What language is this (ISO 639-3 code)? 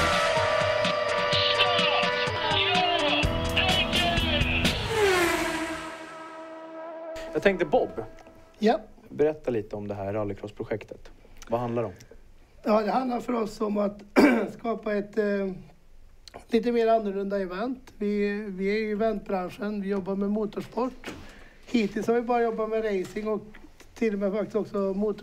swe